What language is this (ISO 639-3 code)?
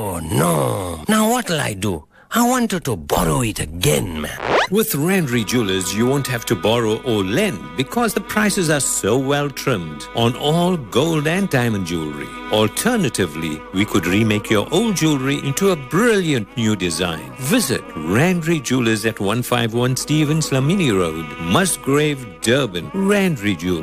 eng